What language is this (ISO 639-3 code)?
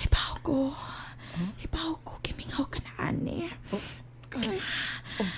ceb